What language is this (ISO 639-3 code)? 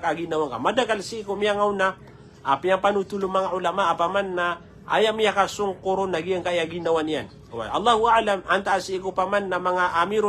mrw